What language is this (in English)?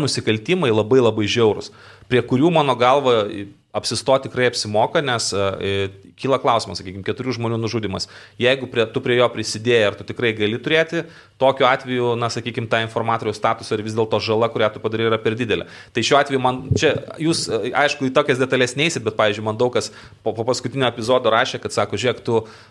Lithuanian